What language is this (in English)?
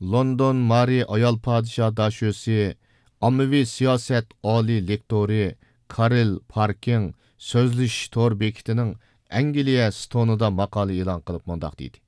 Uyghur